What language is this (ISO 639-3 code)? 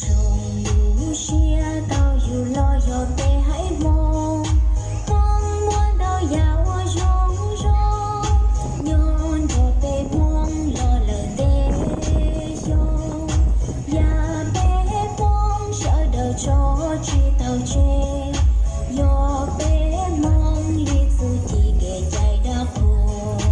hmn